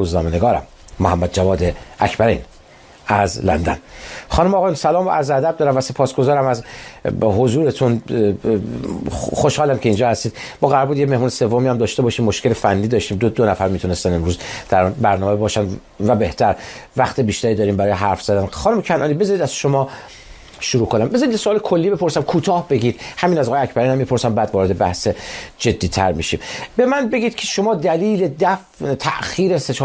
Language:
Persian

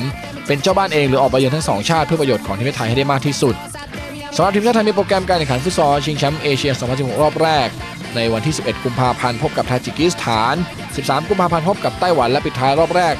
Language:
Thai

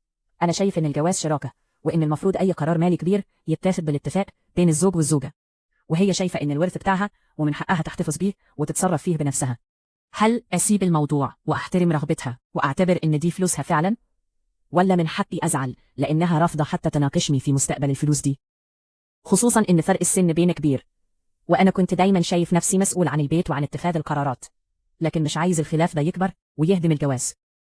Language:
Egyptian Arabic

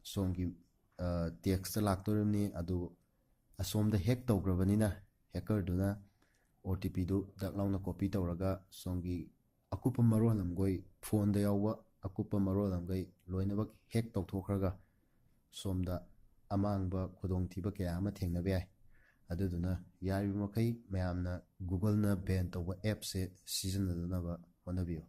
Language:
Manipuri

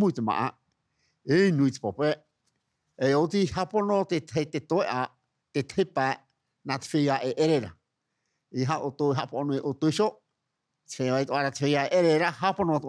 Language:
Tahitian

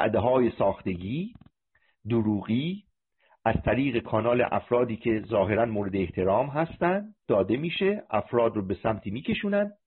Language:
Persian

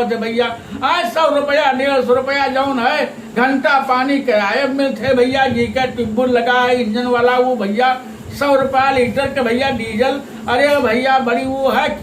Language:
Awadhi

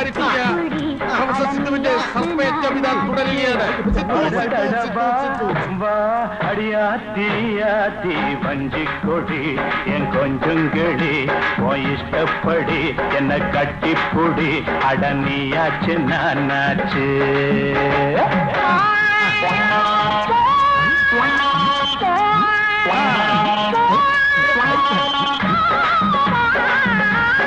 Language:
Malayalam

